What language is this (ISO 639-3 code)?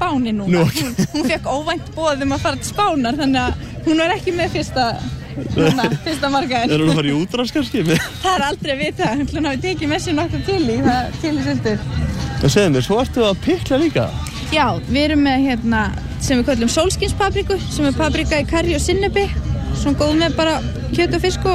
isl